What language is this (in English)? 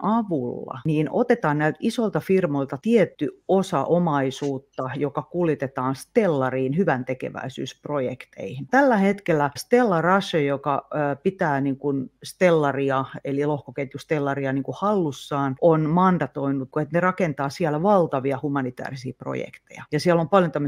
Finnish